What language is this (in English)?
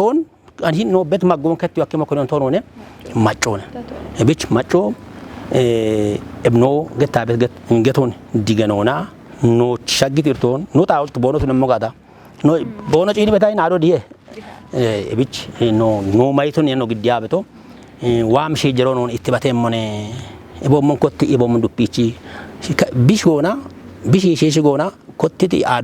Kafa